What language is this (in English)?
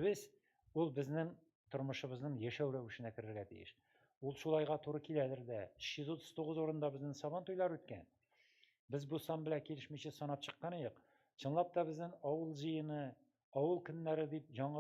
Tatar